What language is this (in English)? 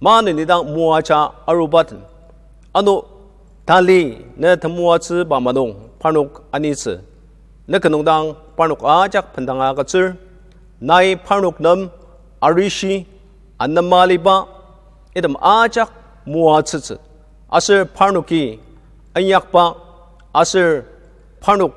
Ao Naga